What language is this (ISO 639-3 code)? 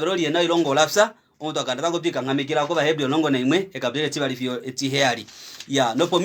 kua